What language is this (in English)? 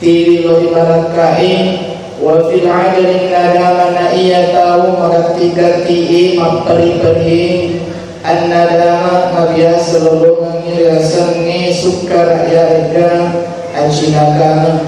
Buginese